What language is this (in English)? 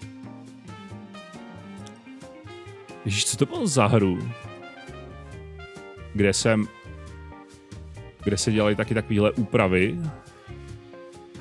Czech